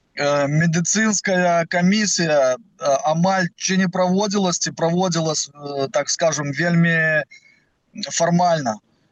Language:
Belarusian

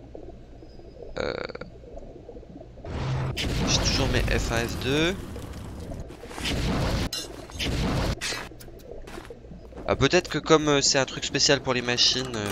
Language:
French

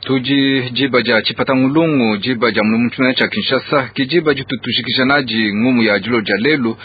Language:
Luba-Lulua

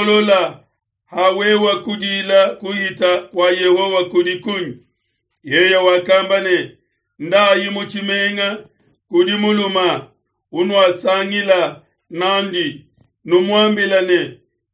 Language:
Luba-Lulua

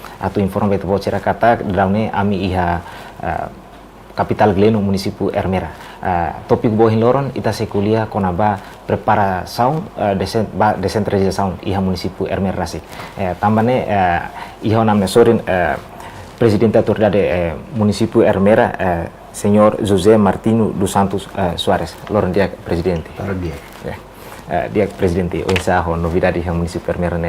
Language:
Tetum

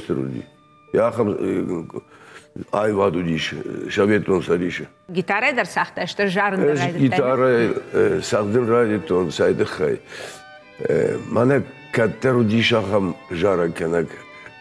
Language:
Ossetic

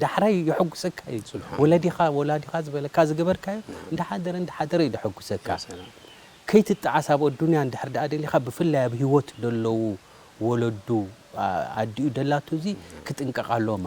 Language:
Tigrinya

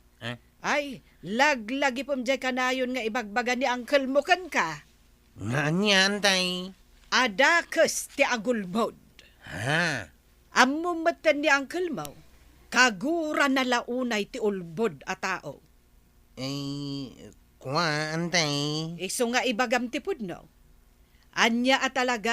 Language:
Iloko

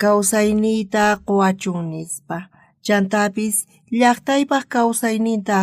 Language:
South Bolivian Quechua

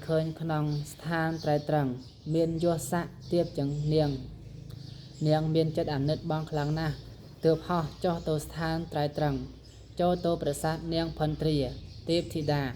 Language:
Khmer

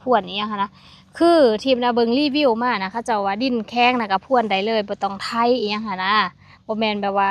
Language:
Lao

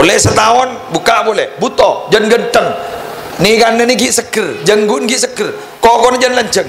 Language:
Madurese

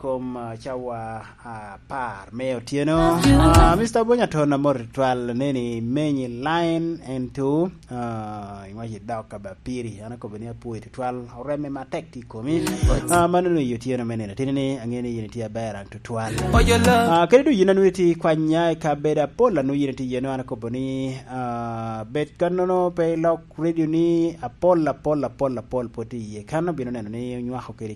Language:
Lango (Uganda)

